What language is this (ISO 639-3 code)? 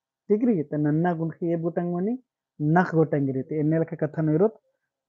kru